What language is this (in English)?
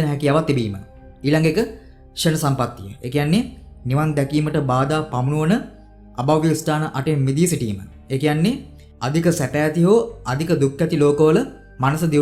Sinhala